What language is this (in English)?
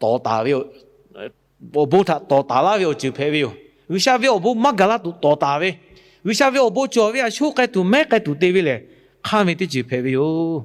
Lahu